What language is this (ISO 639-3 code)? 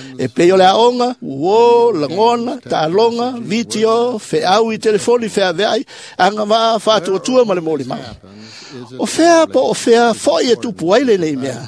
smo